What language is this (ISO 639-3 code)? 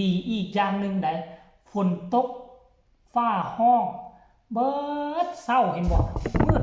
lao